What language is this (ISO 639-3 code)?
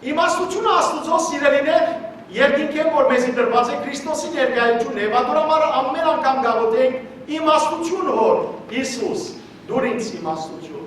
hyw